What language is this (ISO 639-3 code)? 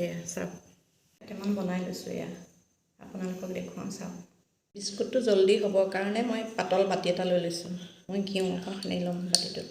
asm